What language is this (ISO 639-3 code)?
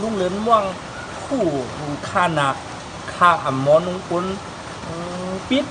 shn